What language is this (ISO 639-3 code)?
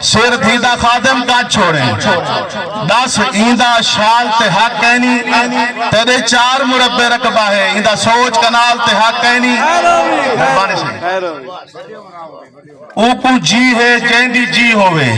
skr